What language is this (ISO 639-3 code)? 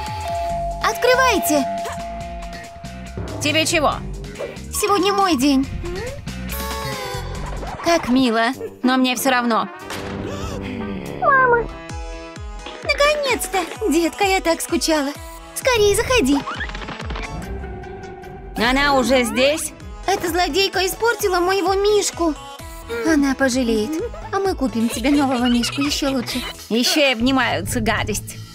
rus